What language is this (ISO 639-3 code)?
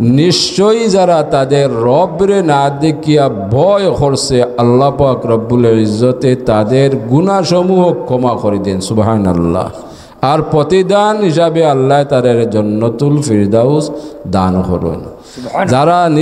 syl